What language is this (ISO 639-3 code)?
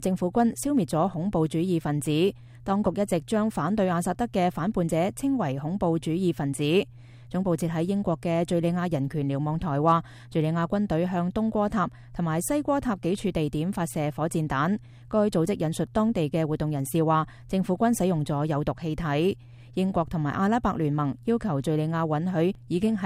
yue